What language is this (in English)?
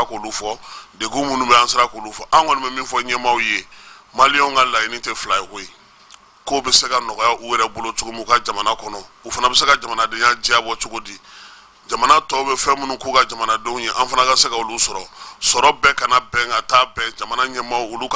Bambara